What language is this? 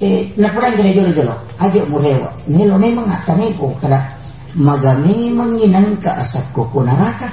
Buginese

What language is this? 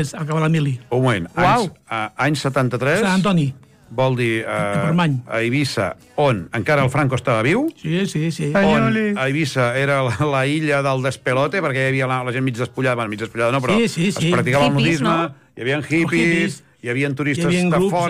Catalan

